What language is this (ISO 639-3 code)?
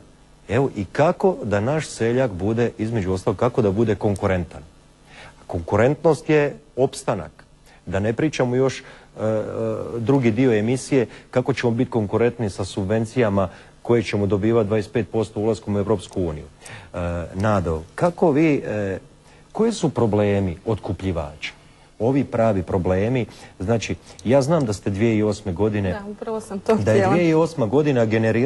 hrv